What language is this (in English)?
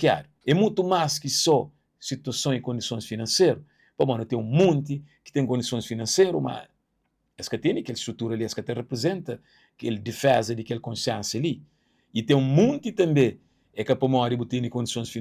Kabuverdianu